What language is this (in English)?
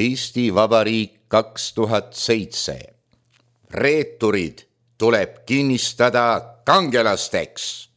Estonian